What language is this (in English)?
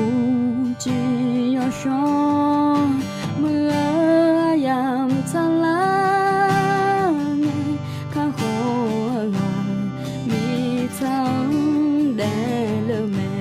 Akha